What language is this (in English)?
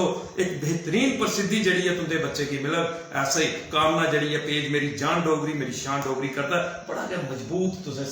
Dogri